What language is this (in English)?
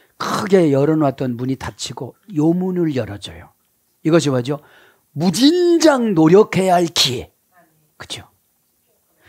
Korean